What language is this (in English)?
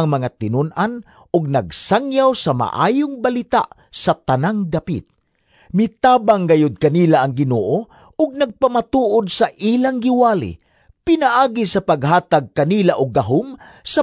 Cebuano